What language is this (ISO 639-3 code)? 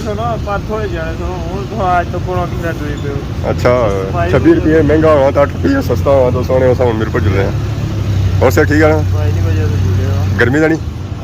phr